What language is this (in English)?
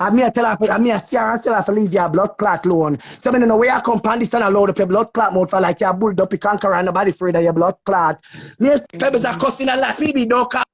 Jamaican Creole English